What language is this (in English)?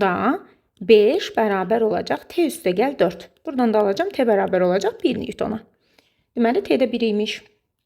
Azerbaijani